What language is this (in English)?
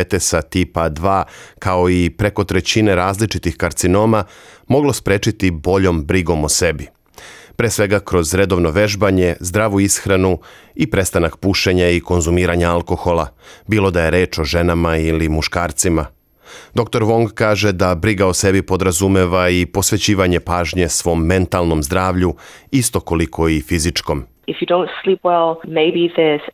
Serbian